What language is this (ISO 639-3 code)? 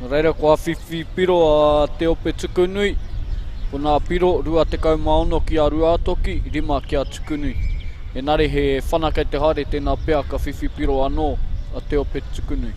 mri